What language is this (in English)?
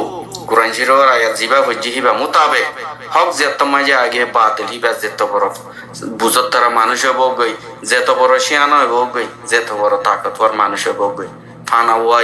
Rohingya